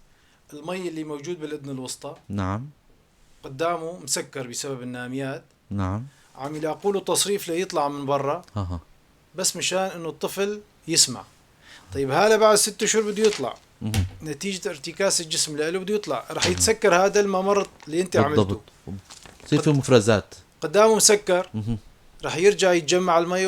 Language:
North Levantine Arabic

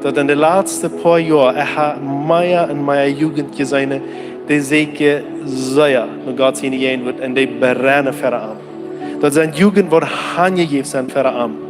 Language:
Plautdietsch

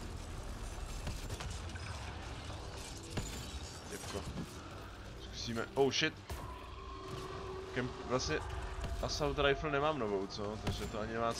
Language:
Czech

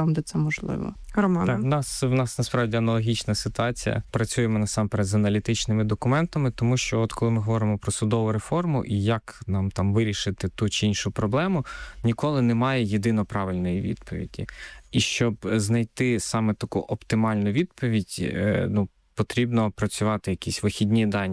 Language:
Ukrainian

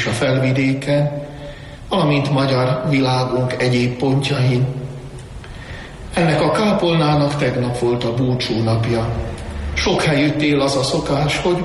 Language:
Hungarian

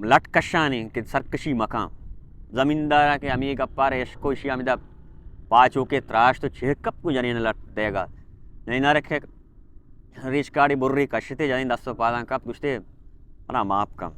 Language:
Baluchi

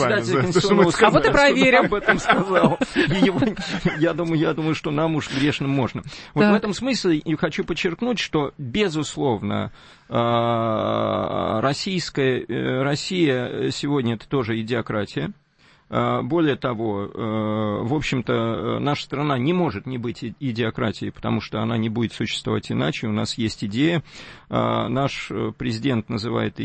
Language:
Russian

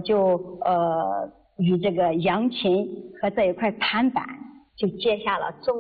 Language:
Chinese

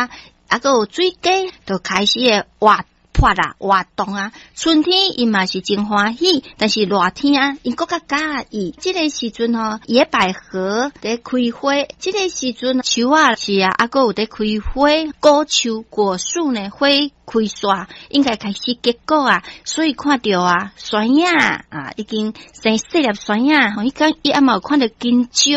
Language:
Min Nan Chinese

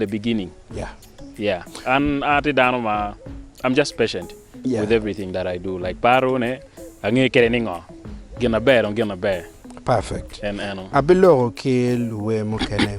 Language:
Acoli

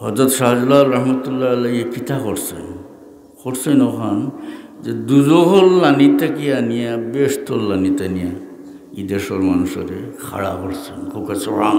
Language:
Sylheti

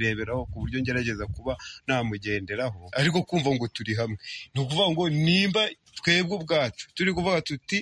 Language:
Kinyarwanda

